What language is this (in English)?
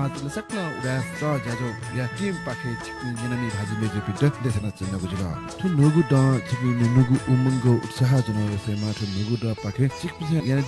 Newari